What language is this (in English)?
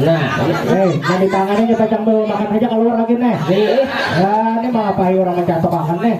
Banjar